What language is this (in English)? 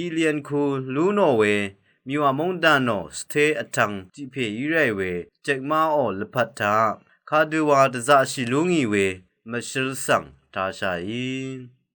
Rawang